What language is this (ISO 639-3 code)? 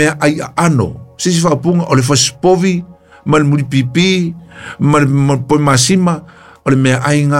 smo